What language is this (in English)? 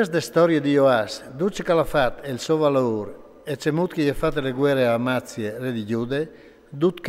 Friulian